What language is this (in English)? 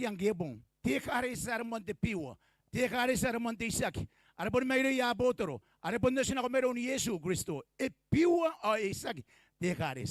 Gilbertese